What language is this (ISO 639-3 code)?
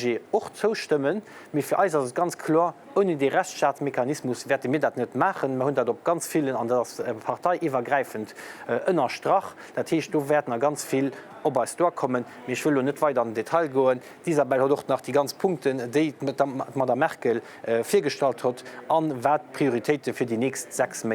ltz